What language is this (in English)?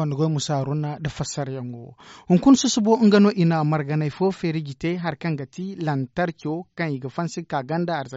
Zarma